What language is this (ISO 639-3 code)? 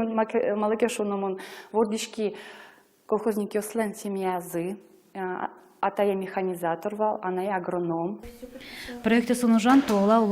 udm